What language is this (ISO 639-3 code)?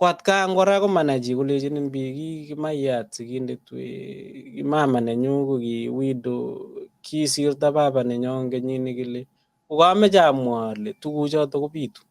kln